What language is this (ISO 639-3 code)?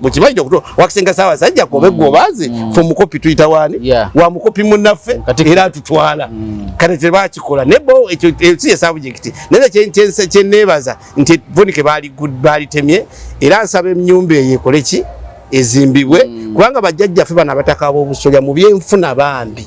lug